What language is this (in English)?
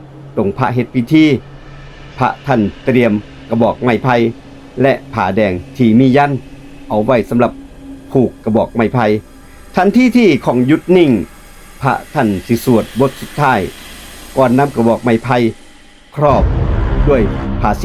Northeastern Thai